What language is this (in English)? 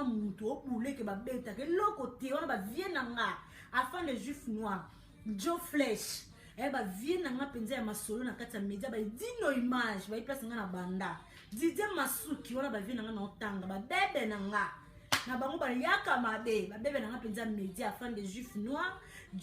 Lingala